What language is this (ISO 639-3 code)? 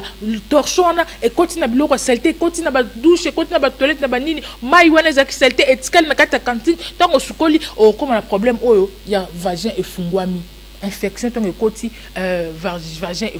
lin